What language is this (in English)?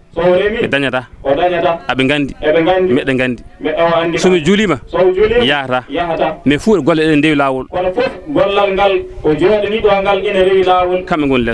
Fula